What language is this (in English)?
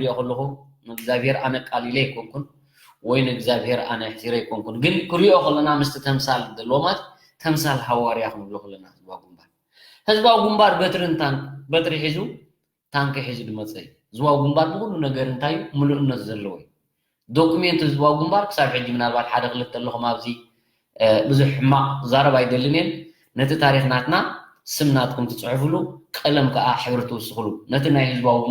Tigrinya